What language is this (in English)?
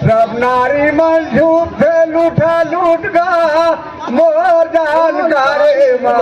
Surgujia